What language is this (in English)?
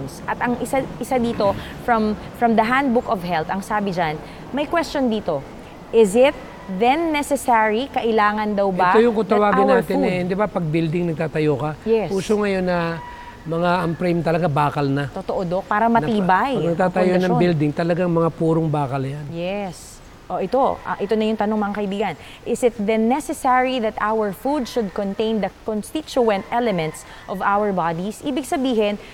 Filipino